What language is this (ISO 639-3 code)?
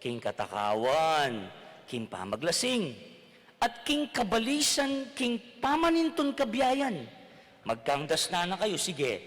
pam